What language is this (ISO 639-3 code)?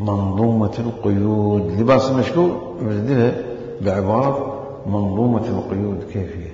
acm